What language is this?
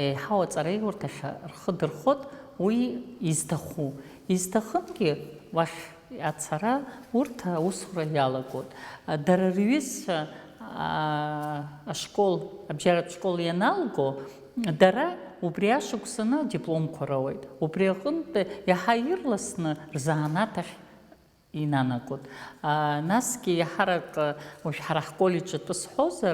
Abkhazian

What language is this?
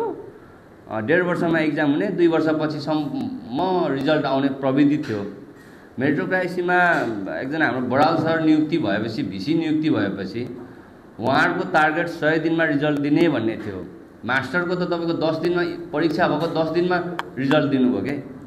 Nepali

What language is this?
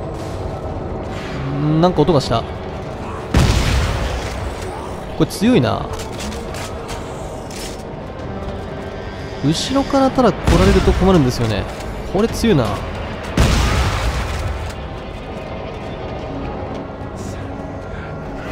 Japanese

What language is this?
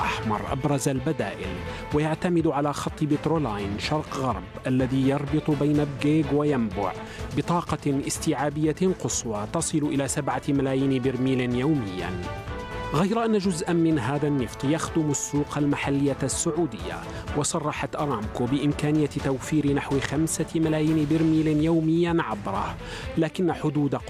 Arabic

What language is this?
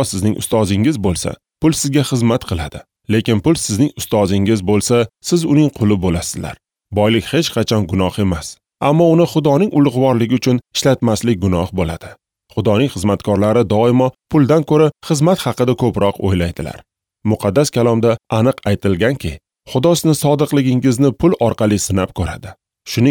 Uzbek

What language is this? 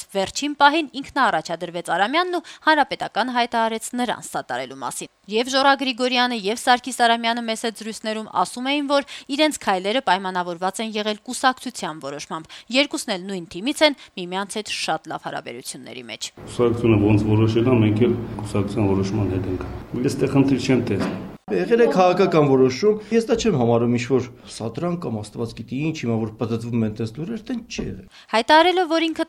Armenian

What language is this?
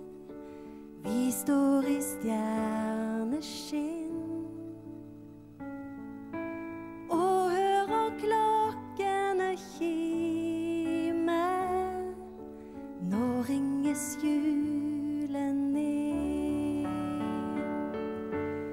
Norwegian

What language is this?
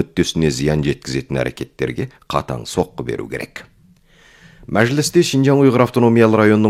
Kazakh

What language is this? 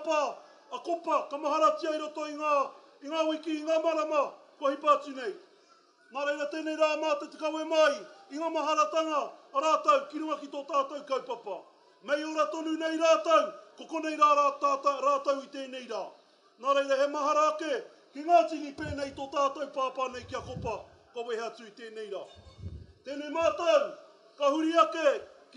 Māori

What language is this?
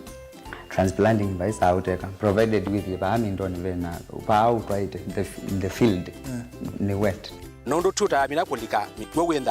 Kamba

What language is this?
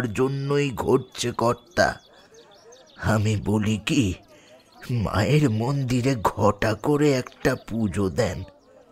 Bangla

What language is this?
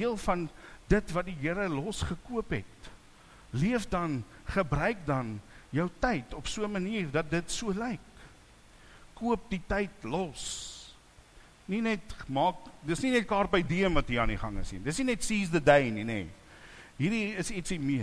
Afrikaans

